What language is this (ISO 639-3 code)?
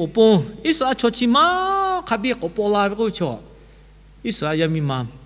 lhu